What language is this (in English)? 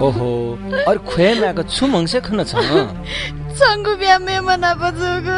Newari